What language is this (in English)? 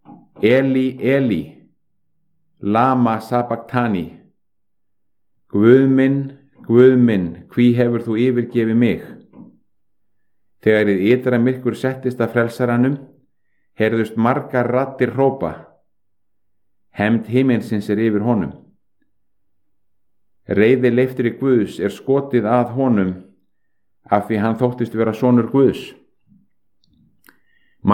Icelandic